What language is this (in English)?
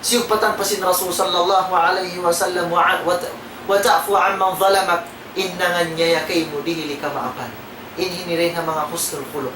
Tausug